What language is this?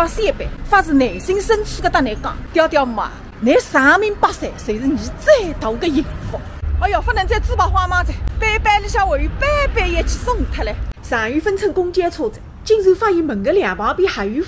Wu Chinese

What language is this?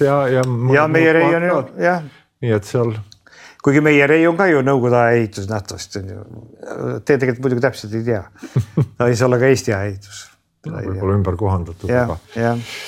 Estonian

